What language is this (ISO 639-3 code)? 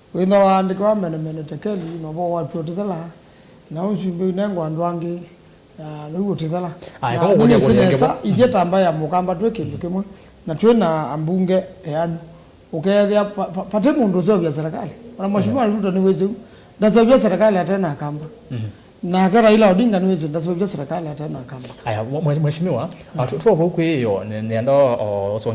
kam